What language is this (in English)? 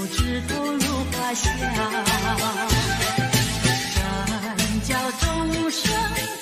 Chinese